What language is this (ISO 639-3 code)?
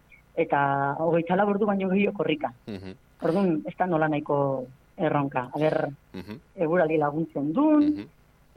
eus